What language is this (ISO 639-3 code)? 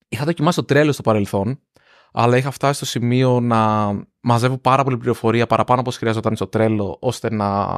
ell